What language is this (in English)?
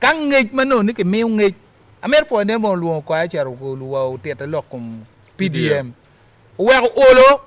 Acoli